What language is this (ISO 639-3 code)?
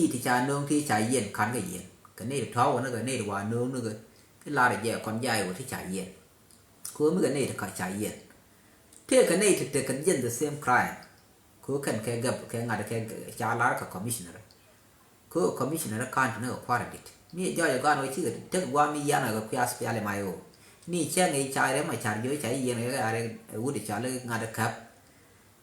nus